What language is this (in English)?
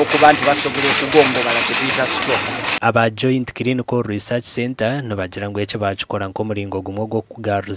Nyankole